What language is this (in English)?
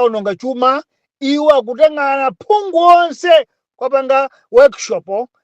Nyanja